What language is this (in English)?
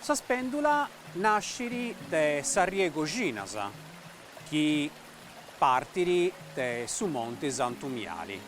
Sardinian